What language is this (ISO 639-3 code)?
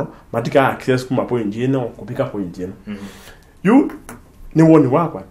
kam